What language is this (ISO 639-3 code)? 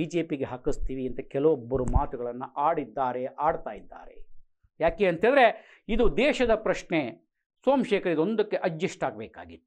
kan